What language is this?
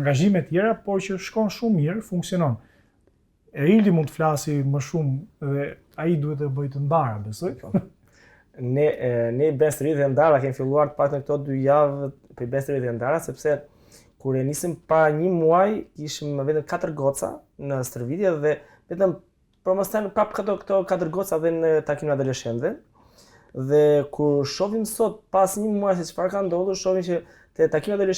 Albanian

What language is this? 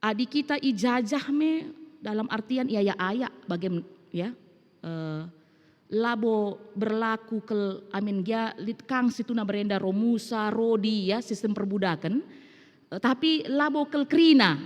Batak Karo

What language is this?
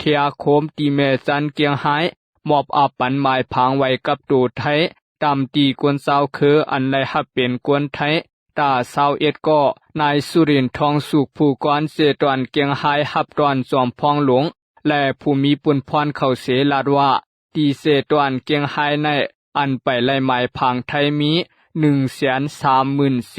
Shan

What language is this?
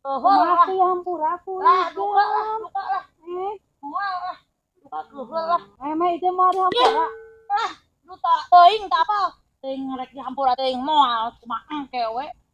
Sundanese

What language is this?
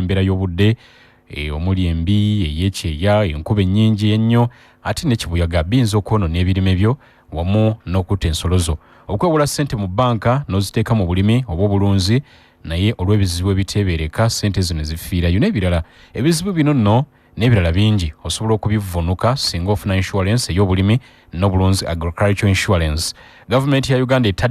Ganda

